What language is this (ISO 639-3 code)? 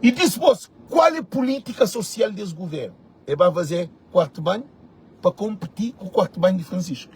kea